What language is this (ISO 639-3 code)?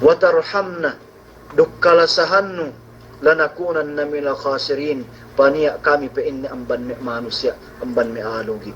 yka